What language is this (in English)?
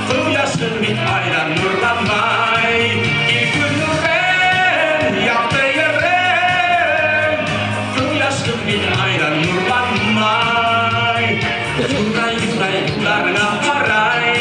Bashkir